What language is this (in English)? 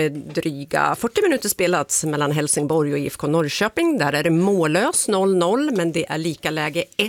Swedish